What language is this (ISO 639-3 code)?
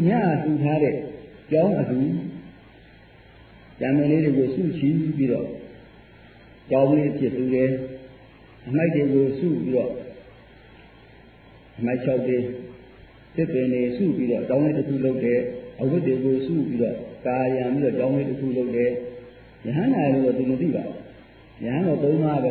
mya